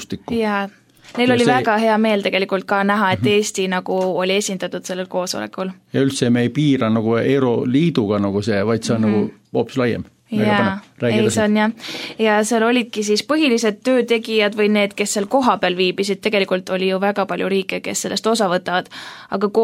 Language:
Estonian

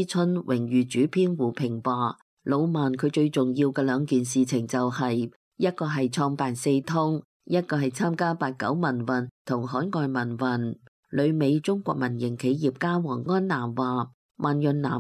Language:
Cantonese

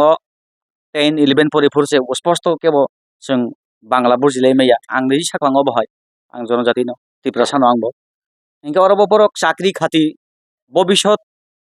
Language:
Kok Borok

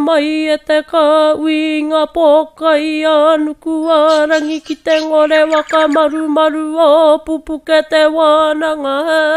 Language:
Māori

